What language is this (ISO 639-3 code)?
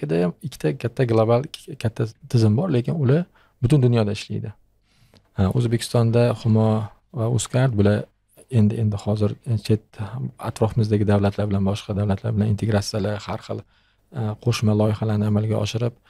uzb